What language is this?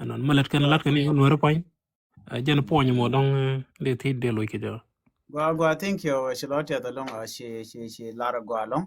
Nuer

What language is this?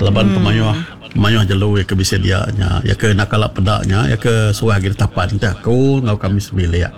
Iban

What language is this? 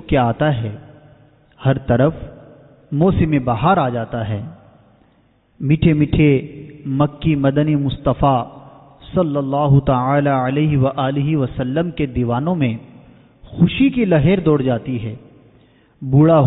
Urdu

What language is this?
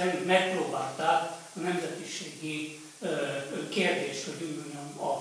Hungarian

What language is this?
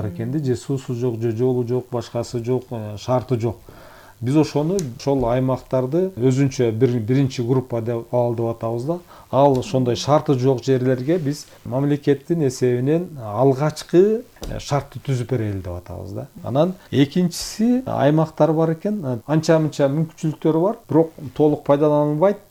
Kyrgyz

